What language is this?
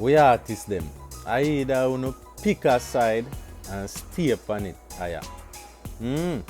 Jamaican Creole English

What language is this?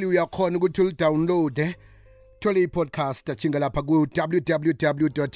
South Ndebele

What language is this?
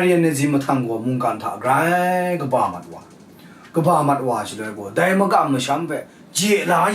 Kachin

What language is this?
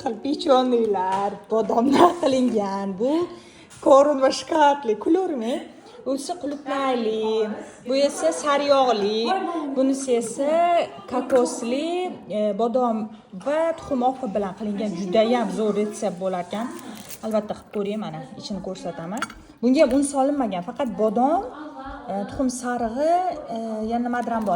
Uzbek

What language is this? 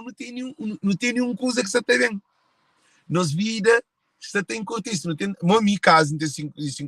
Kabuverdianu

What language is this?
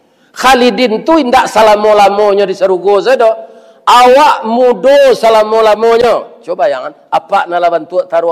Minangkabau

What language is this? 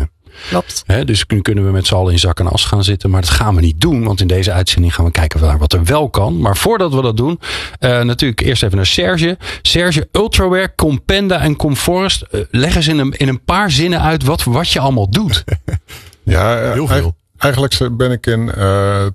Dutch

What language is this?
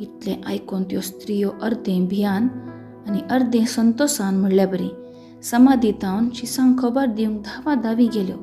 Konkani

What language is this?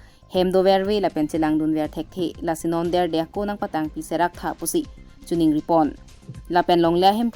Karbi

